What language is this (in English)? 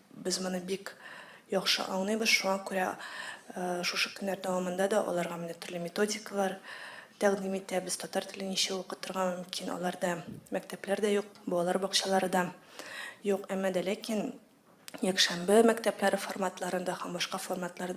Tatar